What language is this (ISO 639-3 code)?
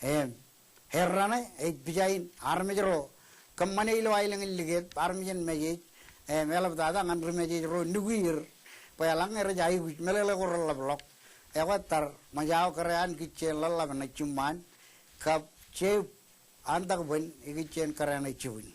mah